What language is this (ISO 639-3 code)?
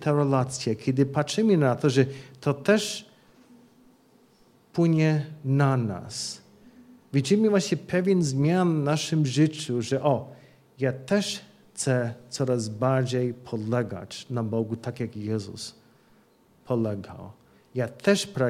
pol